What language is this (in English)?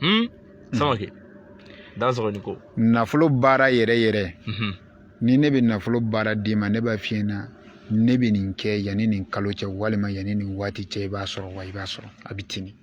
Bambara